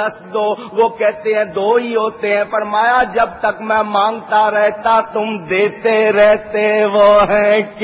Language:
Urdu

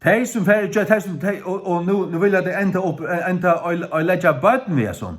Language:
Faroese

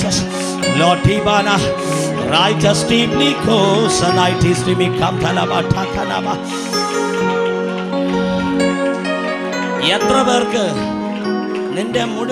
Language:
Malayalam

